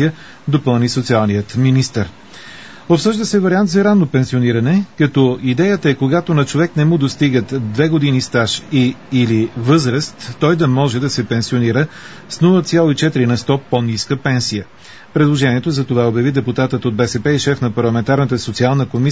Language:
Bulgarian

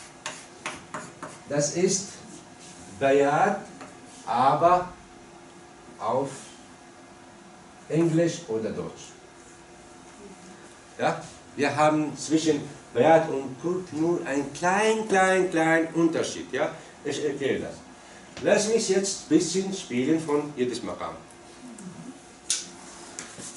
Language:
German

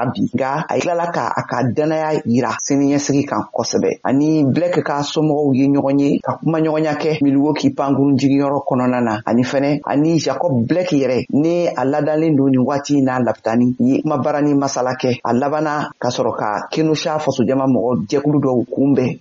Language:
Bambara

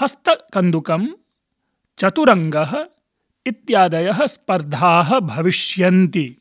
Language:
Sanskrit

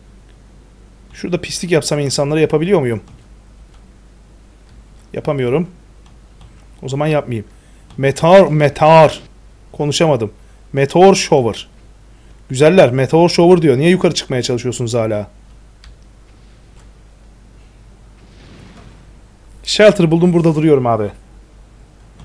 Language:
Turkish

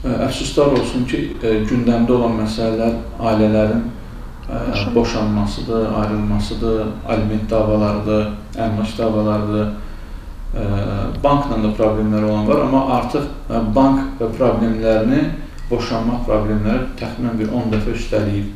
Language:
Azerbaijani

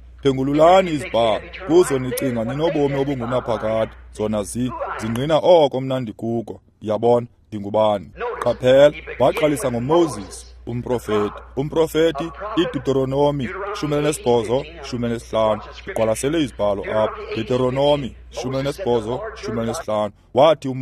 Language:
Xhosa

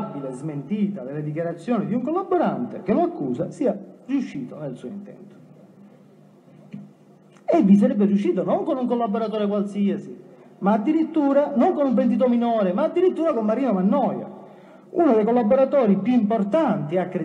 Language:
Italian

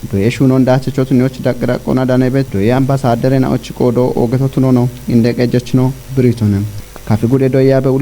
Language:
Kafa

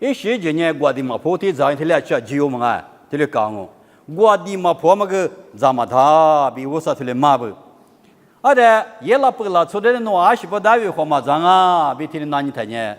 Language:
Lisu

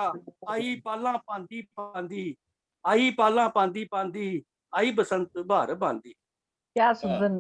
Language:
Dogri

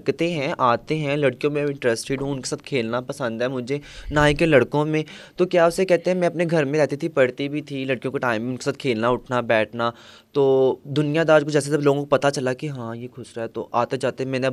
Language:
Hindi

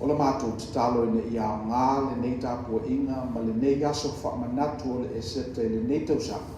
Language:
Samoan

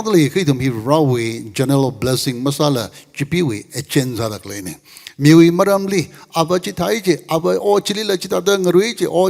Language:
Tangkhul Naga (India)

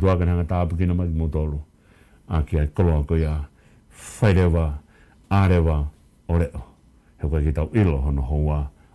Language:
Tongan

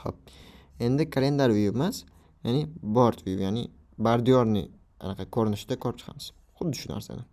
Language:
Uzbek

